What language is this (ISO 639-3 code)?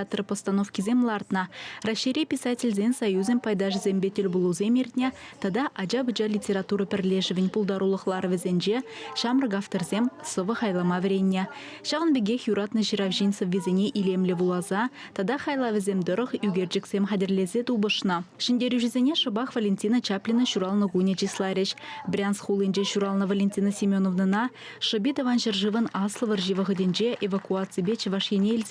chv